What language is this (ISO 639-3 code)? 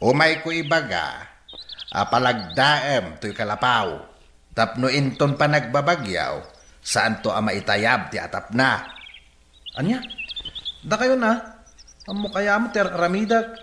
ilo